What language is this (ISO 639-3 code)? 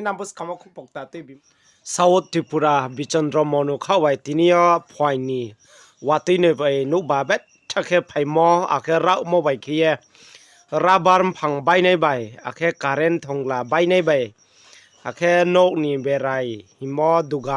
ria